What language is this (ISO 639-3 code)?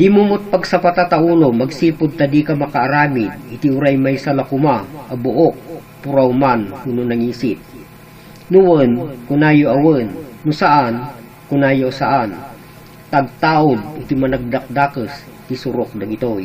ilo